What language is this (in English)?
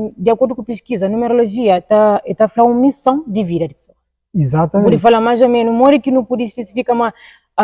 Kabuverdianu